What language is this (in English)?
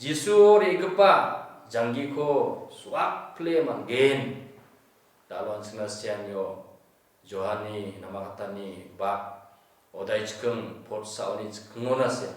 Garo